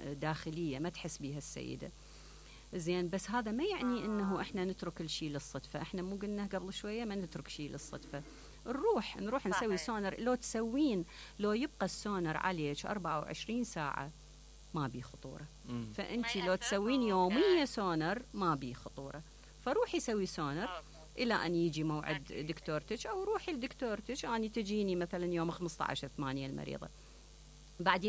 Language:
Mesopotamian Arabic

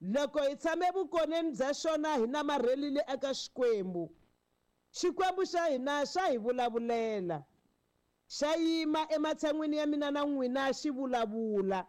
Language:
Tsonga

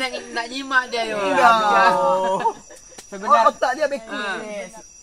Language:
Malay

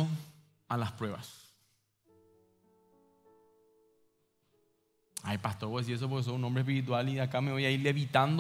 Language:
Spanish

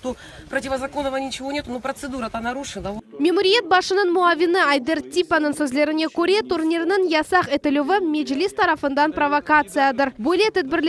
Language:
Crimean Tatar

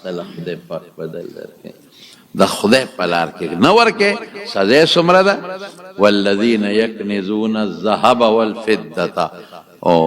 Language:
Pashto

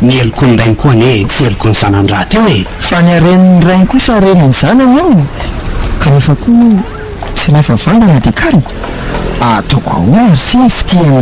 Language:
Malagasy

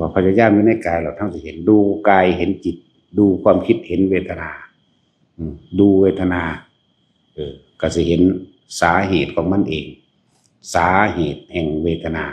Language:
Northeastern Thai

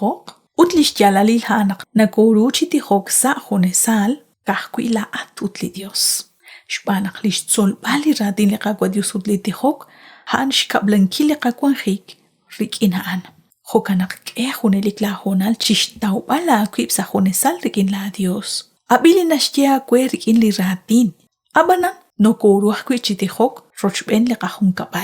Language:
Kekchí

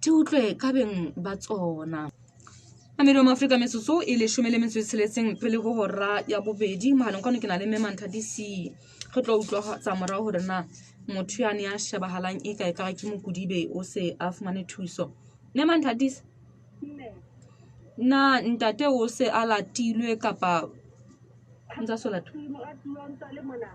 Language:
Southern Sotho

